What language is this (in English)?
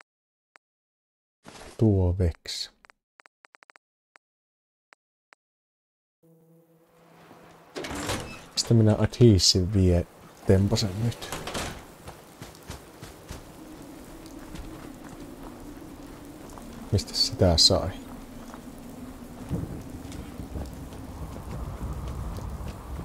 Finnish